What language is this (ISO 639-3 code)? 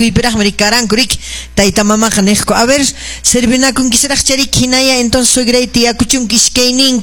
que